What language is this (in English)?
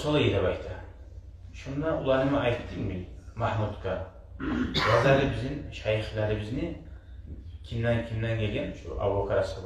Kumyk